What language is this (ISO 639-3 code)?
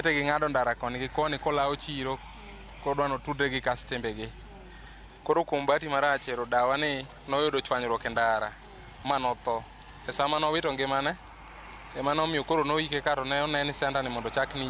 luo